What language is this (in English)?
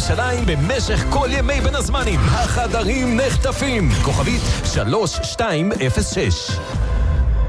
Hebrew